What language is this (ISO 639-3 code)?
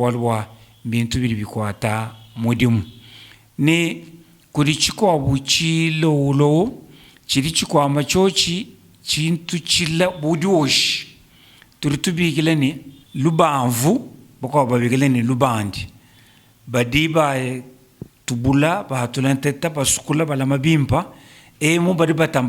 lua